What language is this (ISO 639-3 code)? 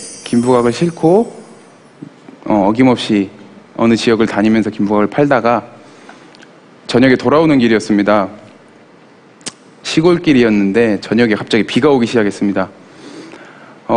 kor